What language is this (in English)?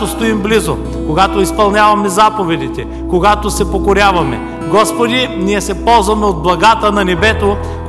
Bulgarian